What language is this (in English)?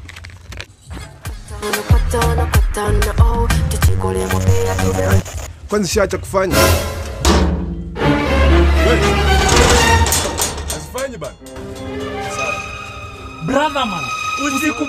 Swahili